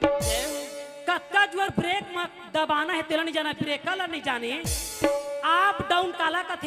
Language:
Chhattisgarhi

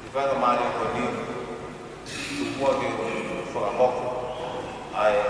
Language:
Tongan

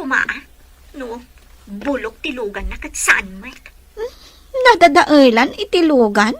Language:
Iloko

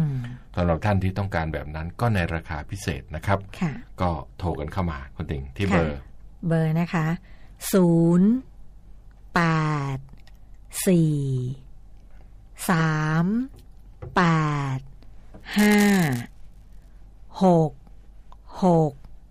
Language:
Thai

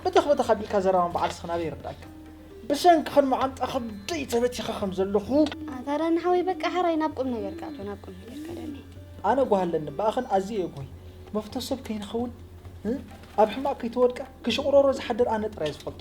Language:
Tigrinya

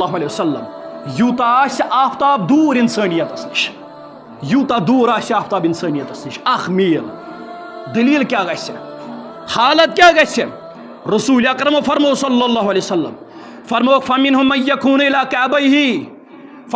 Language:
Kashmiri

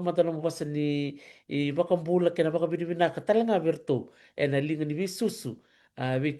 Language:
Fijian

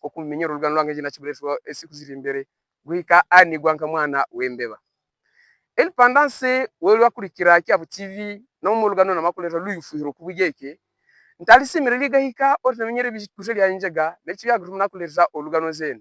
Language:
Havu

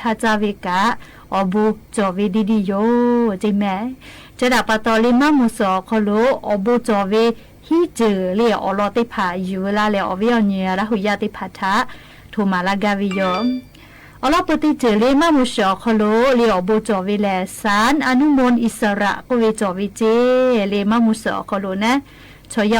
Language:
Lahu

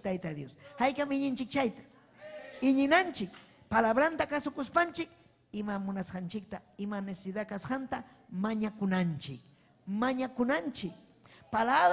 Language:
Ayacucho Quechua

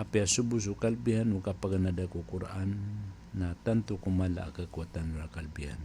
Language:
Maranao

